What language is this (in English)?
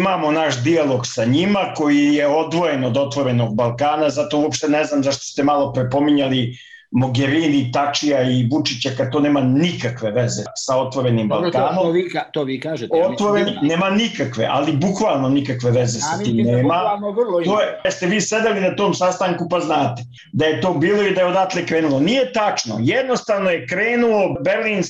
Serbian